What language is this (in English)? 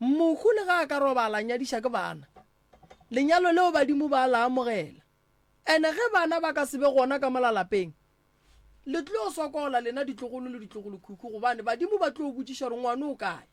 Northern Sotho